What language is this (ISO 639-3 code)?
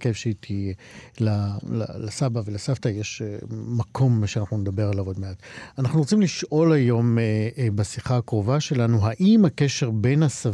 heb